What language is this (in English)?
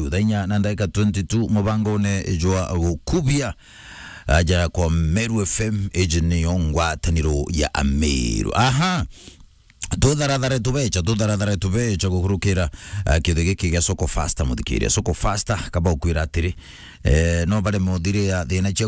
Meru